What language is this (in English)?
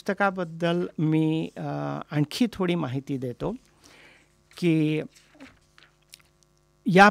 Marathi